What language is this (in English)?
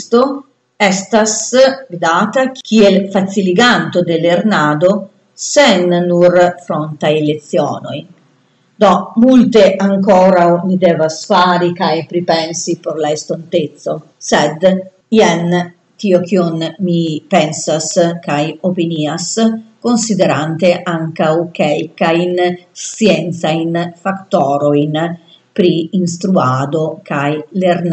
Esperanto